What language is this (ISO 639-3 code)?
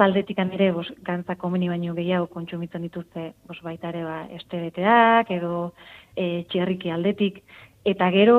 eus